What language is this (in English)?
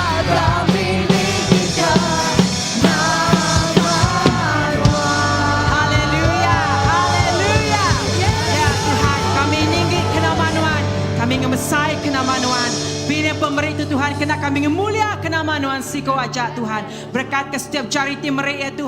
Iban